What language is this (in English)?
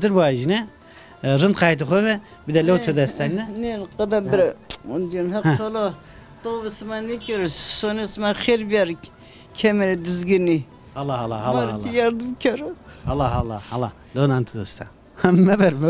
Zaza